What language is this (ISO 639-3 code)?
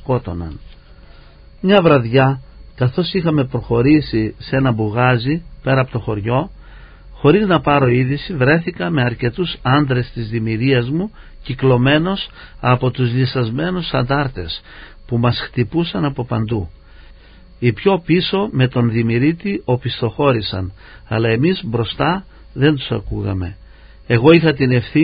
ell